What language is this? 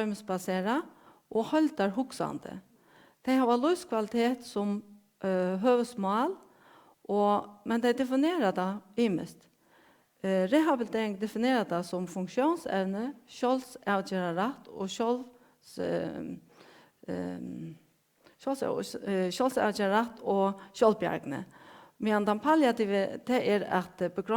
Faroese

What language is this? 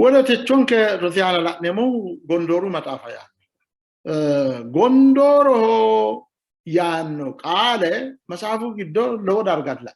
Sidamo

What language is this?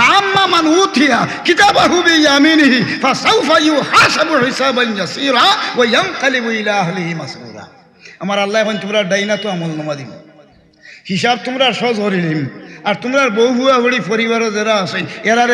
Sylheti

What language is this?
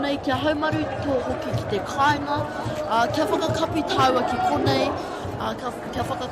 Māori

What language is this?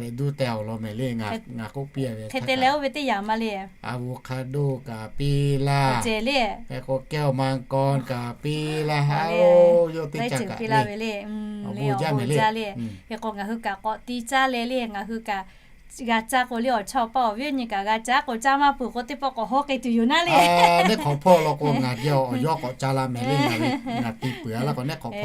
Lahu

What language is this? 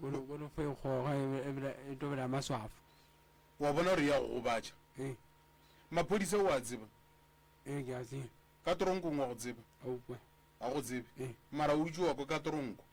Northern Sotho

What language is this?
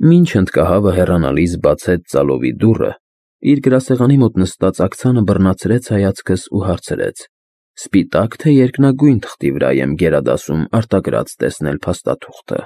Armenian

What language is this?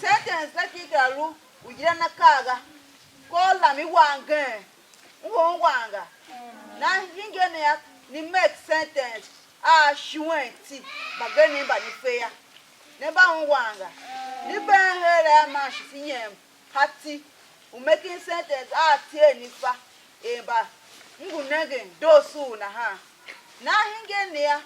Tiv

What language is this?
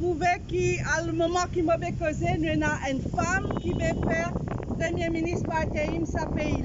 Morisyen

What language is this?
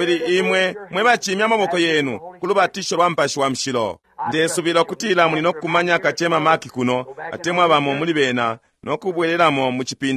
Bemba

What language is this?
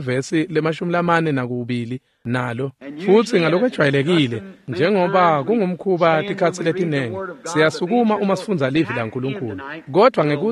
Swati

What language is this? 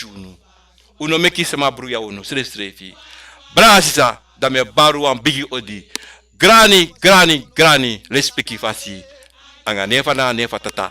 Sranan Tongo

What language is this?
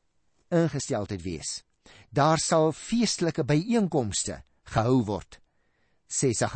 Afrikaans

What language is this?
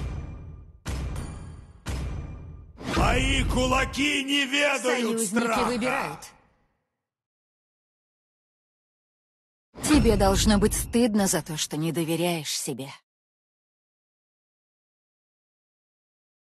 Russian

